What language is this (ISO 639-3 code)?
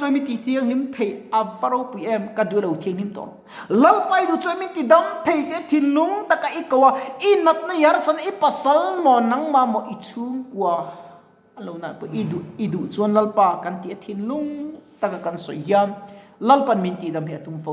lus